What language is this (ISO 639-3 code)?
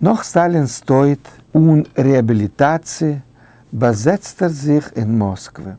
yid